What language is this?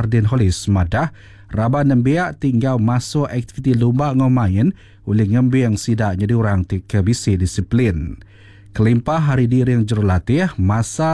Iban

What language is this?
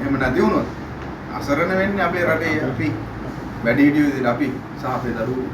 Sinhala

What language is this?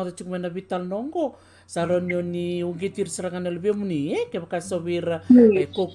Fijian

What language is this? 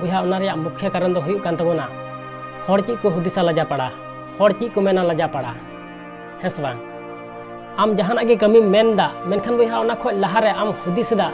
Santali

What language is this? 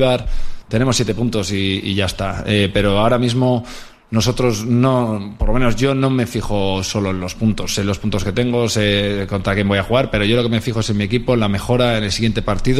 Spanish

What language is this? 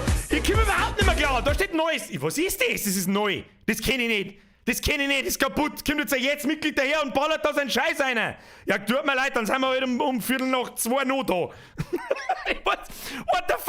Bavarian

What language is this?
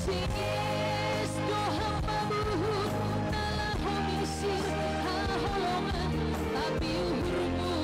Batak Simalungun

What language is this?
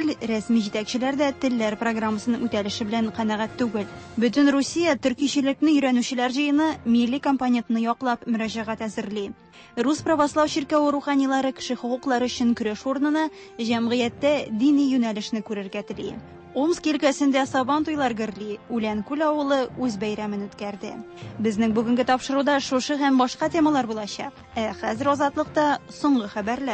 Tatar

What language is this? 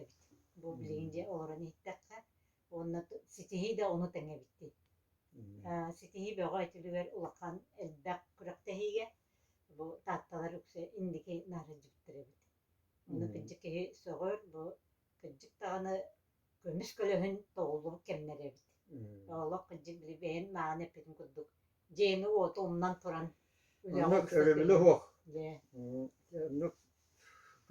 Yakut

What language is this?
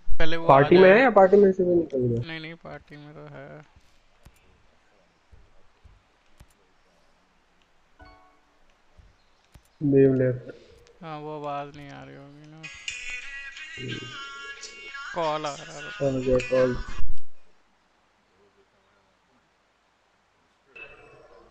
Hindi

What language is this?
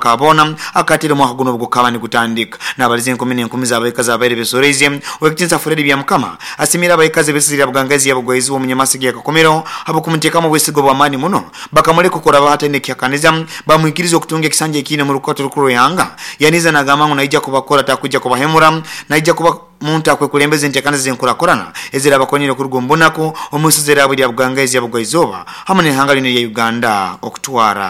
Nyoro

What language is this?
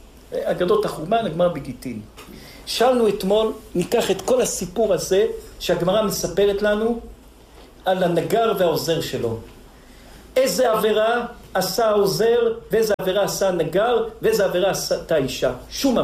Hebrew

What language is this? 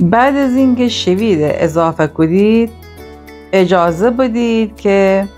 Gilaki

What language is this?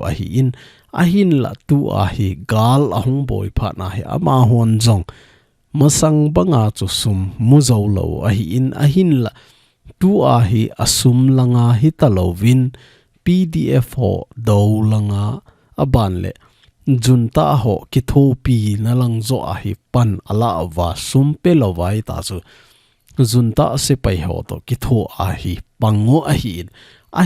Thado Chin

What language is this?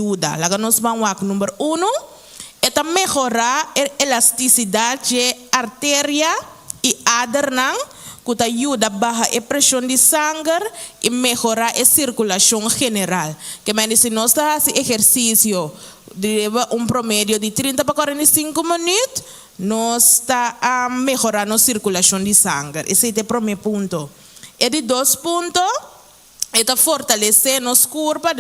Papiamento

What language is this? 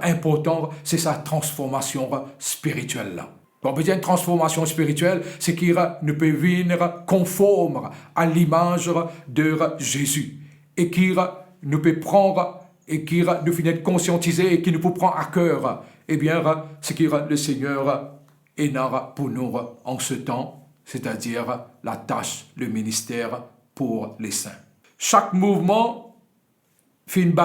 Morisyen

